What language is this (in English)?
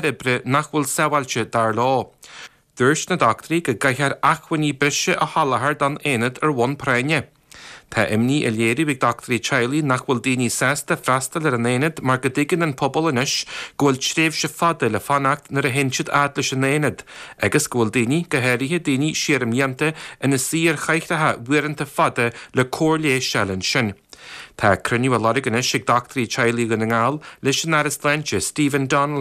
Irish